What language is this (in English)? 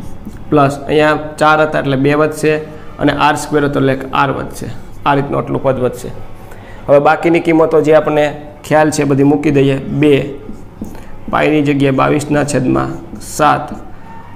Gujarati